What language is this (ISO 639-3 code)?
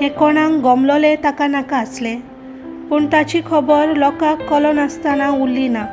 kok